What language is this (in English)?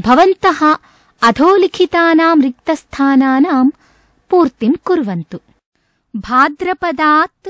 Sanskrit